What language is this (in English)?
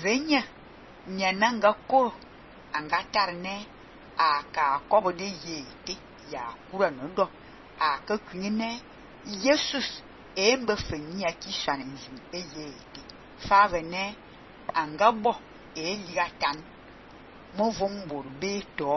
Fang